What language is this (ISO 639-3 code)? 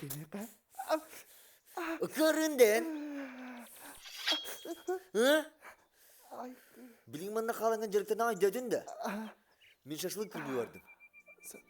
sah